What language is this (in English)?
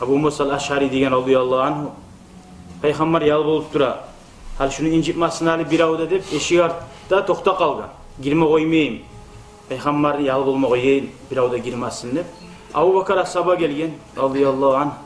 Kumyk